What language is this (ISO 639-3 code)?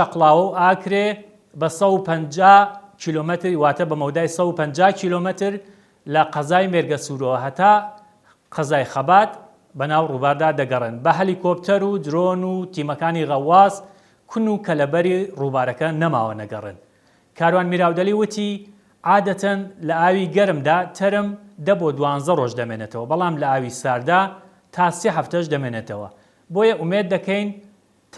ckb